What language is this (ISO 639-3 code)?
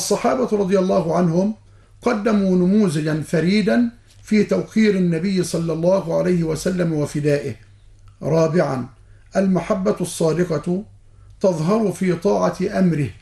ara